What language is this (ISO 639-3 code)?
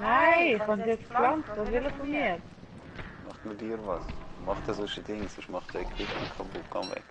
gsw